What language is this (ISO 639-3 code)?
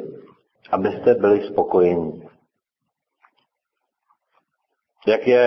ces